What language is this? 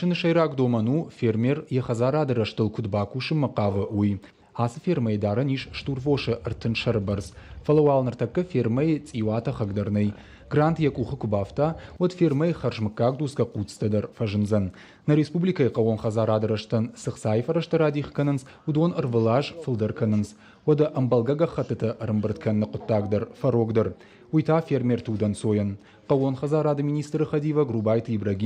Ossetic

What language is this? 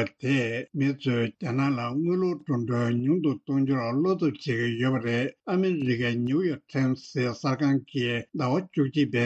Tibetan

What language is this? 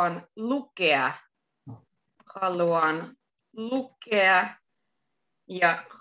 Finnish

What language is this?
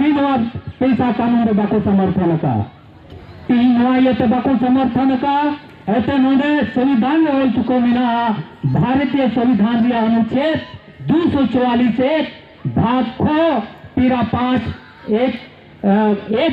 Santali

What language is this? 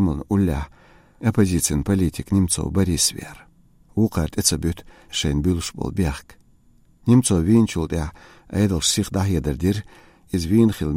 Chechen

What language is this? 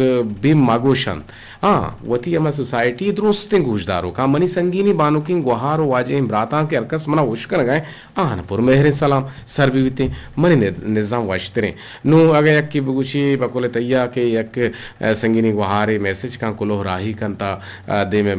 Eastern Balochi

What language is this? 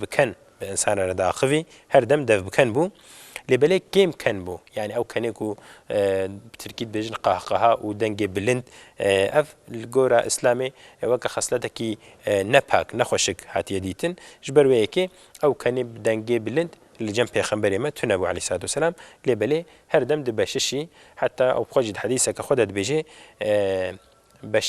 Kurdish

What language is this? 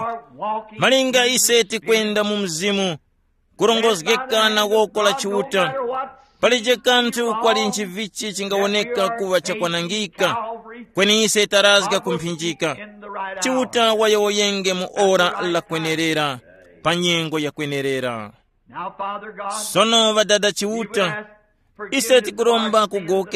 Tumbuka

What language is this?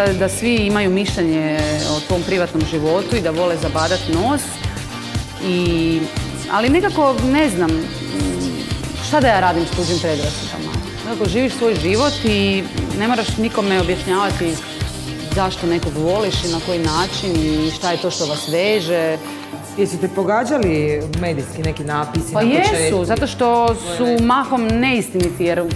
Croatian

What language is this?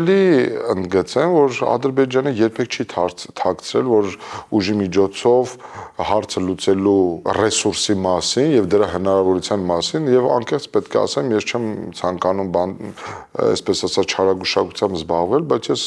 Armenian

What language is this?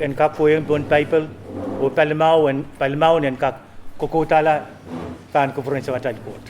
Pohnpeian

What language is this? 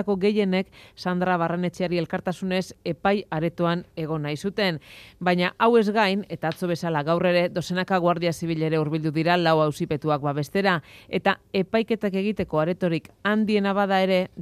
Basque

